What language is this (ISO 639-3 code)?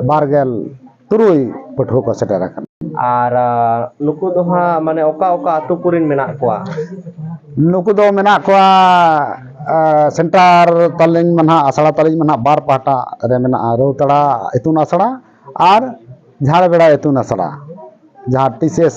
sat